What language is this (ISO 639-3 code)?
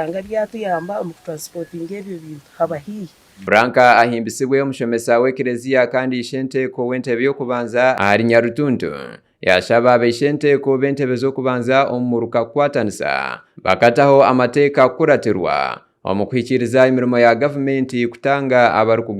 nyn